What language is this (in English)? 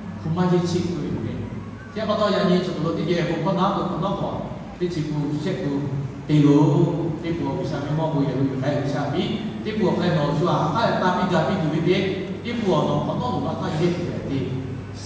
Lahu